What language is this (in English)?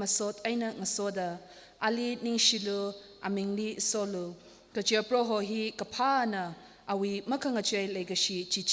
Tangkhul Naga (India)